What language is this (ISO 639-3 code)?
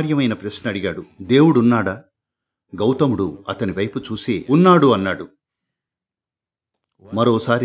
tel